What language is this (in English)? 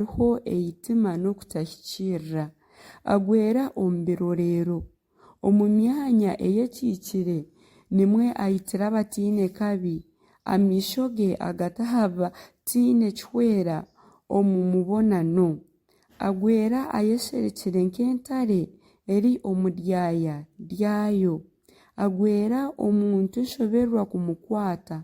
Nyankole